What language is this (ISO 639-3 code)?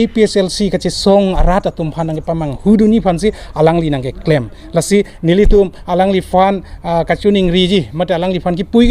mjw